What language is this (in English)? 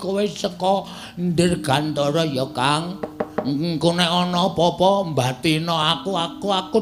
Javanese